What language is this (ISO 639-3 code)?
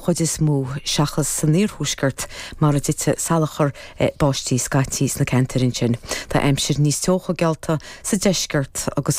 gle